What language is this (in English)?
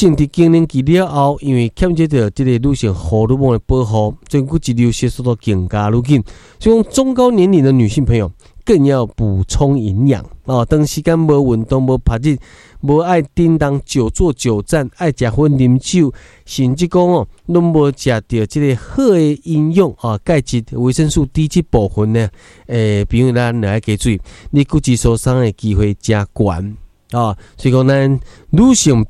Min Nan Chinese